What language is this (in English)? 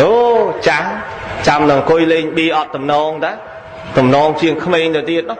Khmer